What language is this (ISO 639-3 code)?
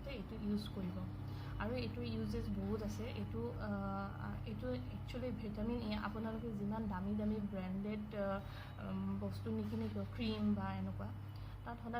asm